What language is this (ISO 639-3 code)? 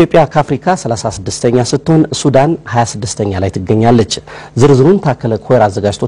amh